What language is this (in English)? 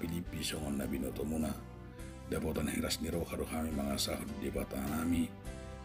Batak Toba